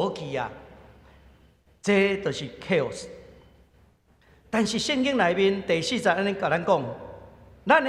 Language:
Min Nan Chinese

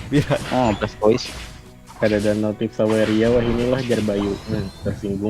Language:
Banjar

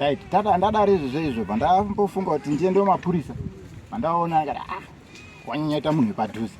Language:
Shona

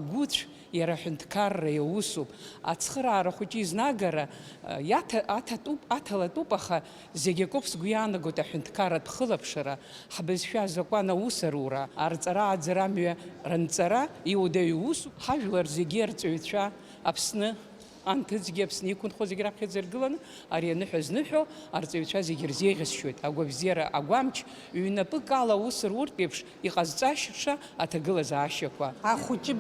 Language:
Abkhazian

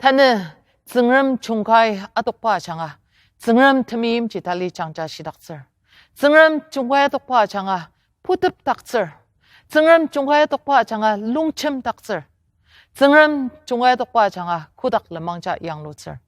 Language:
Ao Naga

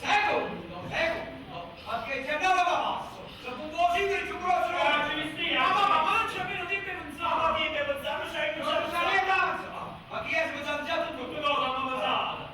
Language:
Neapolitan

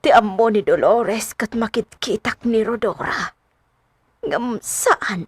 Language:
Iloko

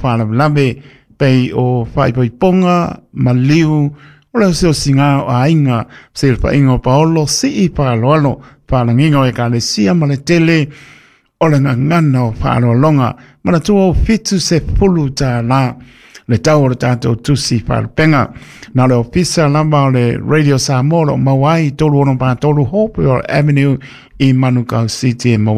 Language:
Samoan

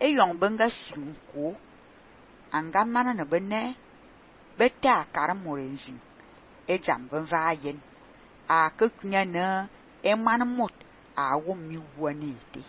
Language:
Fang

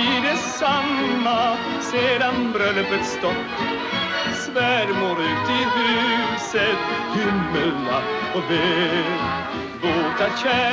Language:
Swedish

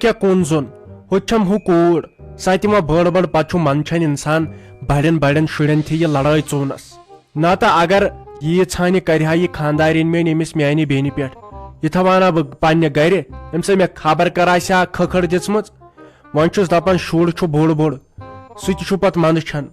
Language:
Kashmiri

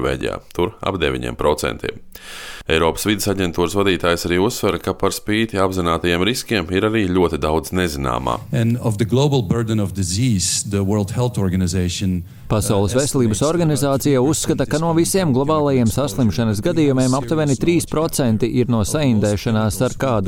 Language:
Latvian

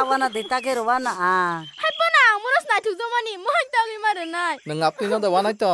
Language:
Kok Borok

